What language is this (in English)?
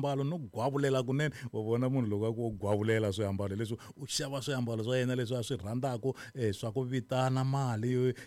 Tsonga